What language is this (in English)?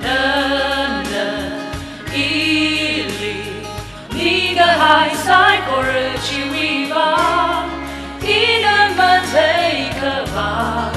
Tangkhul Naga (India)